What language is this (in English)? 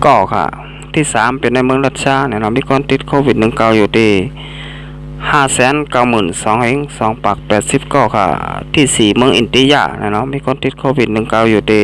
Shan